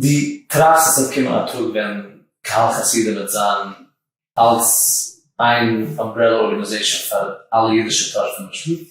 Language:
Yiddish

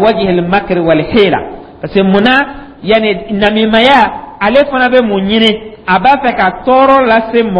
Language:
Dyula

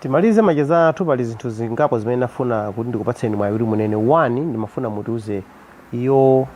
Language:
Nyanja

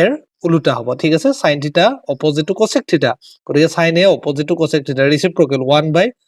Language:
Assamese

